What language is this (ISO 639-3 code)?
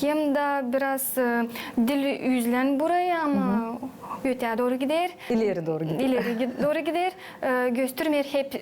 gag